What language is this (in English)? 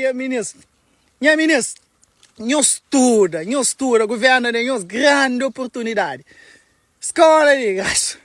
Kabuverdianu